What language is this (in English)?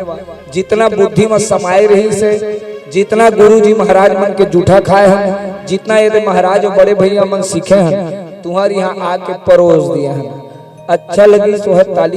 Chhattisgarhi